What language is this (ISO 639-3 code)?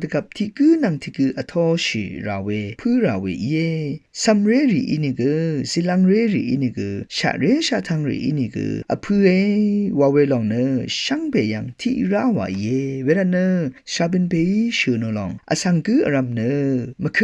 raw